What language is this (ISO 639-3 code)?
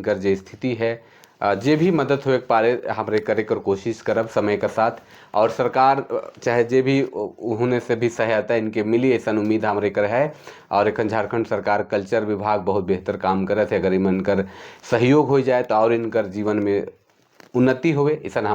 sck